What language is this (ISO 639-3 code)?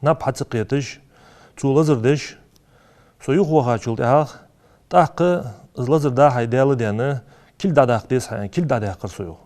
inh